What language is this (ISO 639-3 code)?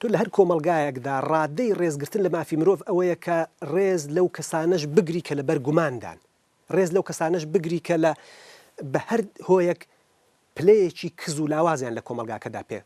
kur